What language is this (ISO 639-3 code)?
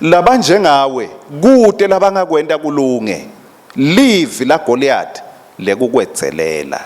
ssw